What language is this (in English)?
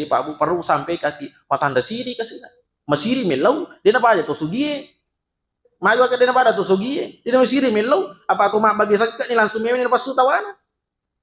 Buginese